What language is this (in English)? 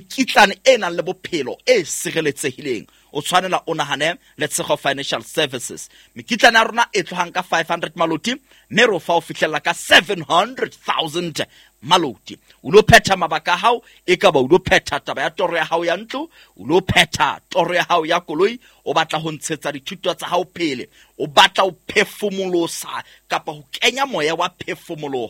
Southern Sotho